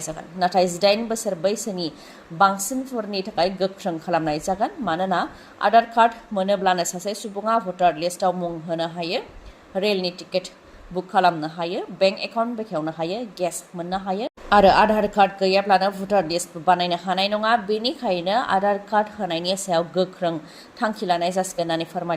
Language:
Bodo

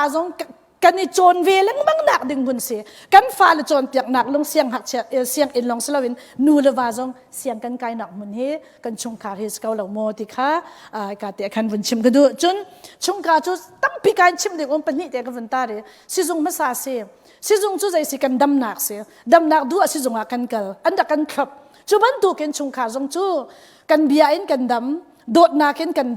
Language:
Hakha Chin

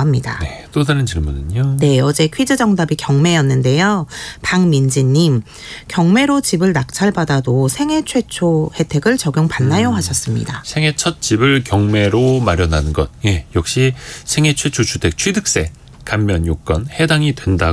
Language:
Korean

